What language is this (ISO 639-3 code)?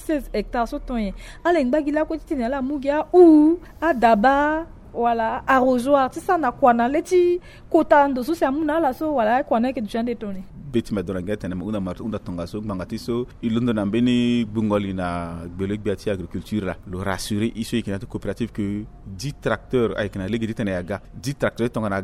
sag